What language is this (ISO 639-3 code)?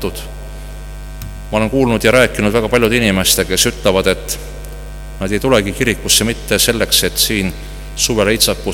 est